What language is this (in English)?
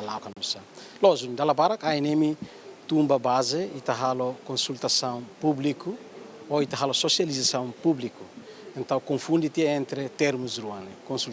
Tetum